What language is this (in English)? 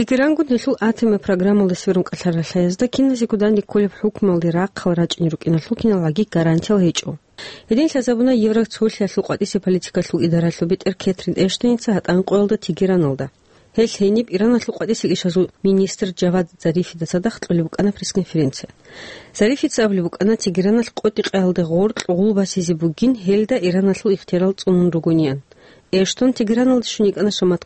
Avaric